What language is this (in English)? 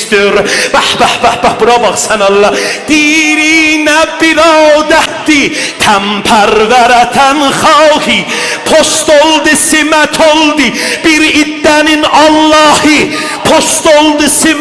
South Azerbaijani